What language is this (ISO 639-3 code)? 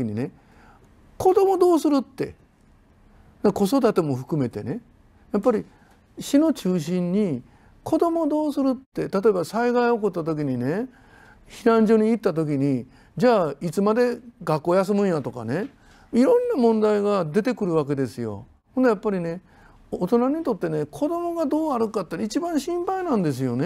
jpn